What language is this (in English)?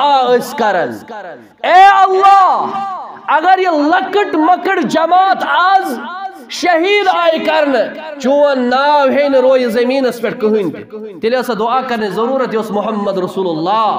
Kashmiri